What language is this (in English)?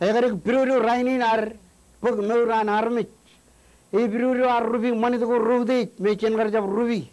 Marshallese